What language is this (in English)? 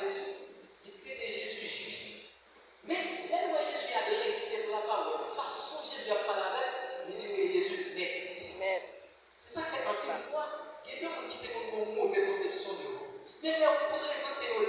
Haitian Creole